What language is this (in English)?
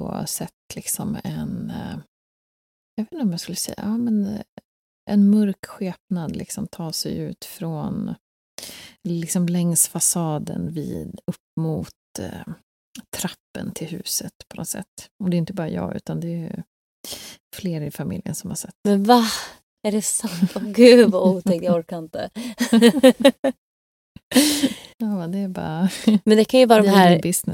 Swedish